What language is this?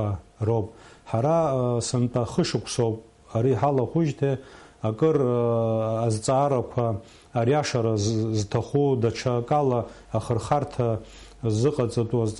Abkhazian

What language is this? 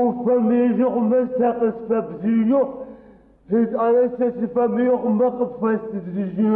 Adyghe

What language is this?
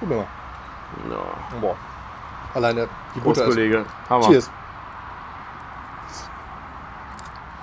German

